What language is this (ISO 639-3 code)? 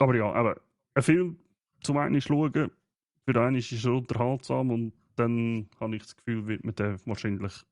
gsw